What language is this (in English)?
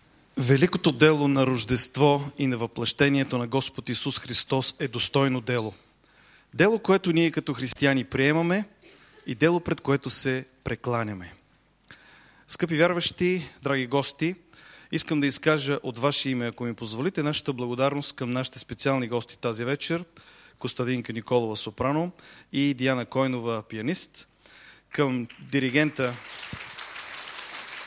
Bulgarian